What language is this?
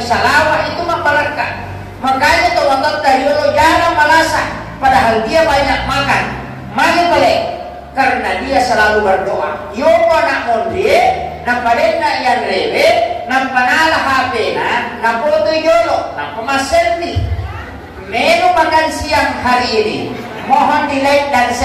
Buginese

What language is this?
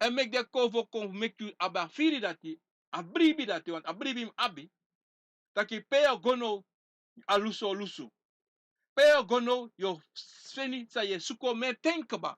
Sranan Tongo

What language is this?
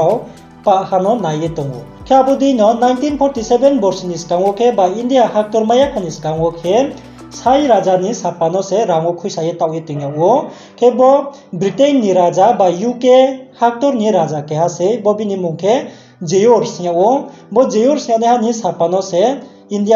Riang (India)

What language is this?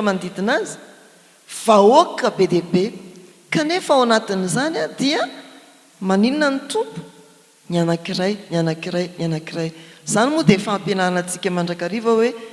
Malagasy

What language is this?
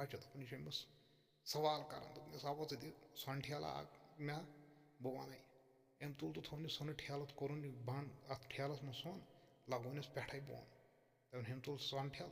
Kashmiri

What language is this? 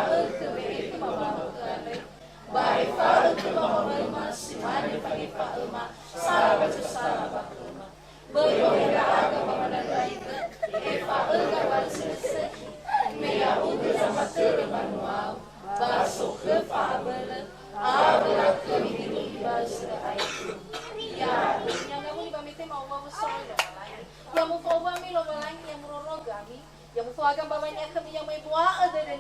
Nias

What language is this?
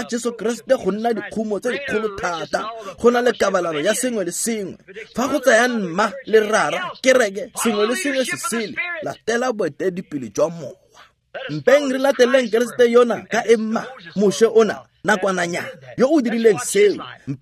Tswana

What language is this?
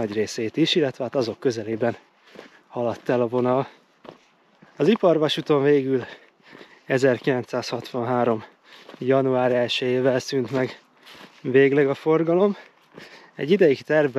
Hungarian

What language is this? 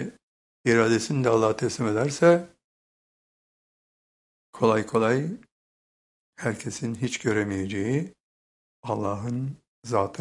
Turkish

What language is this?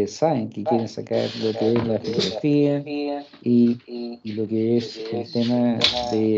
Spanish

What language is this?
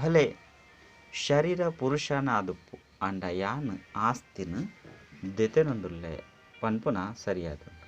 Tulu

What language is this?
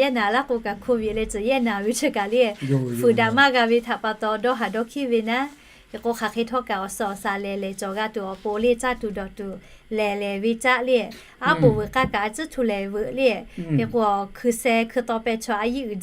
Lahu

